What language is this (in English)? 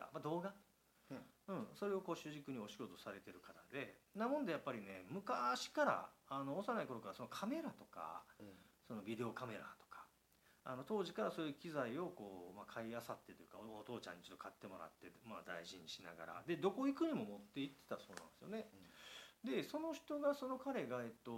Japanese